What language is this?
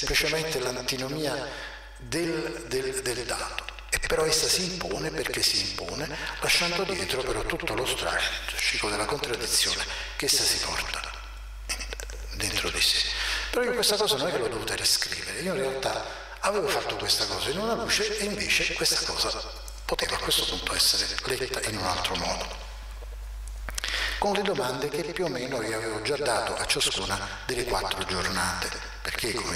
Italian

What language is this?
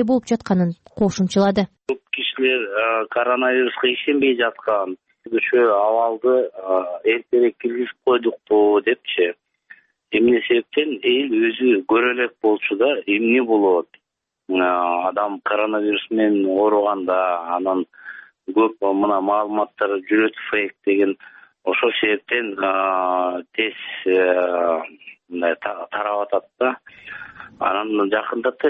Kyrgyz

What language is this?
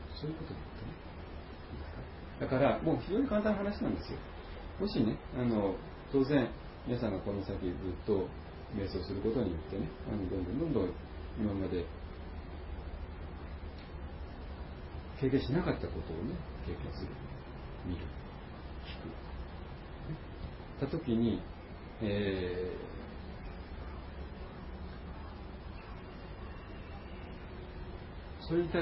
Japanese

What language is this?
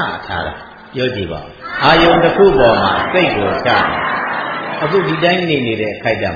Burmese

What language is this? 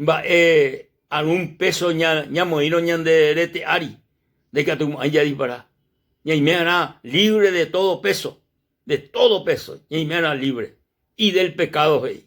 Guarani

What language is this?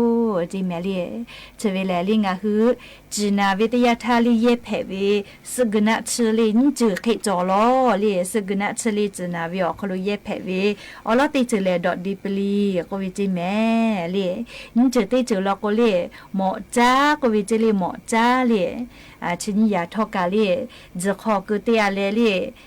Lahu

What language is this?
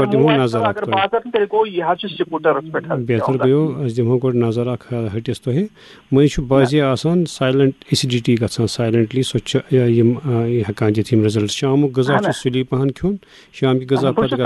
Kashmiri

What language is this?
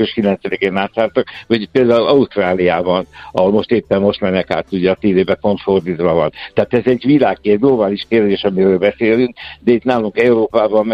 Hungarian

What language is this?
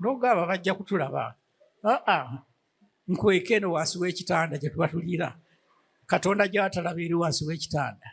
Ganda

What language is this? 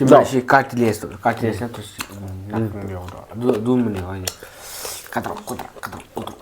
Manipuri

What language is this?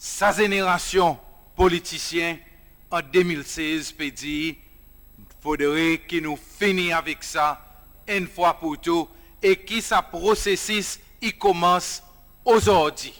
Seselwa Creole French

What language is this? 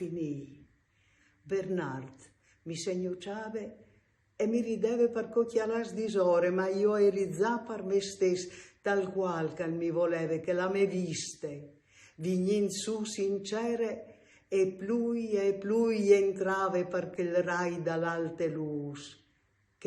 Friulian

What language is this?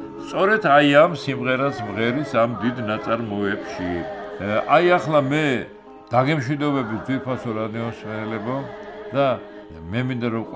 Georgian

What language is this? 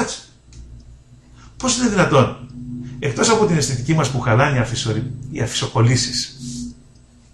Greek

